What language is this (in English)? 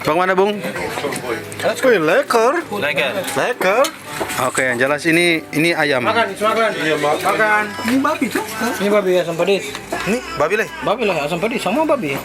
Ambonese Malay